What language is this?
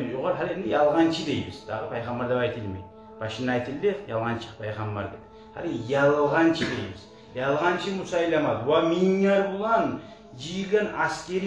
Kumyk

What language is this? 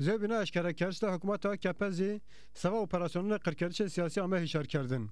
Zaza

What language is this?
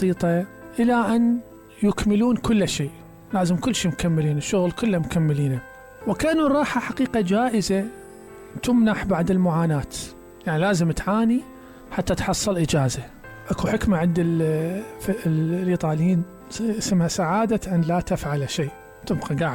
Mesopotamian Arabic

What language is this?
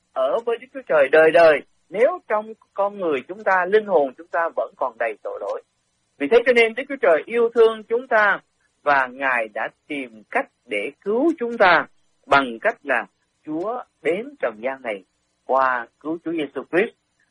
Vietnamese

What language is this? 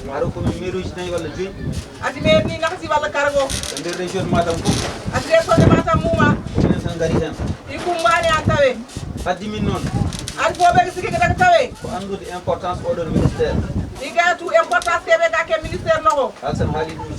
Fula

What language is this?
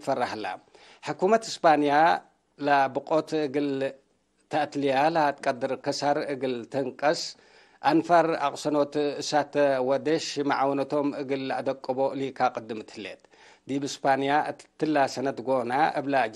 Tigre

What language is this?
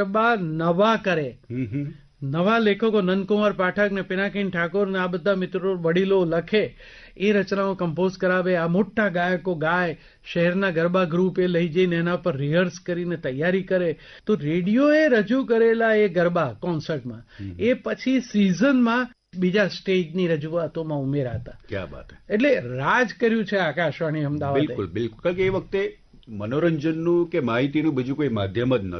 Gujarati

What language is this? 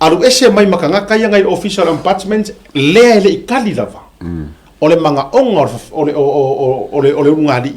Samoan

